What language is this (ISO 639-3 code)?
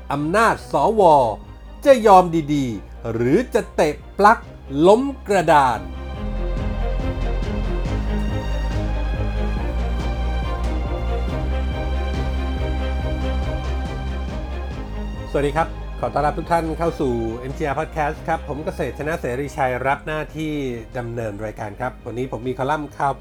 tha